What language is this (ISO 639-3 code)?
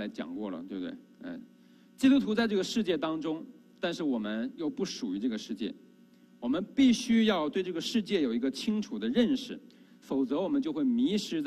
zho